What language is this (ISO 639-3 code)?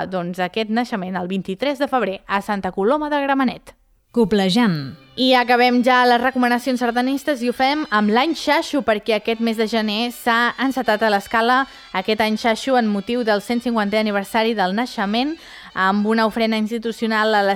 cat